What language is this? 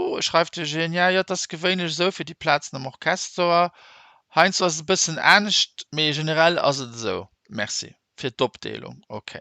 Luxembourgish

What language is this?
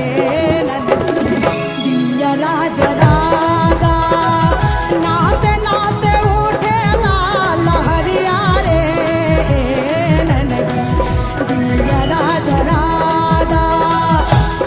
Bhojpuri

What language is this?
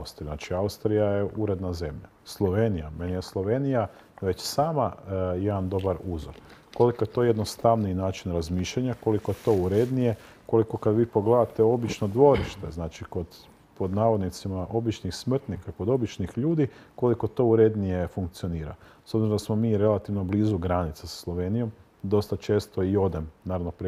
Croatian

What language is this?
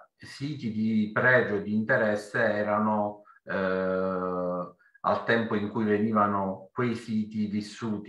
Italian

